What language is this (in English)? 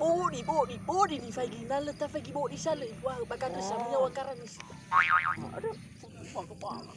Nias